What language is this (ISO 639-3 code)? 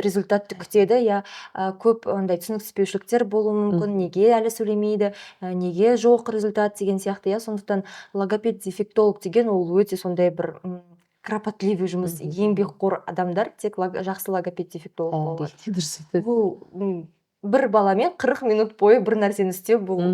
kaz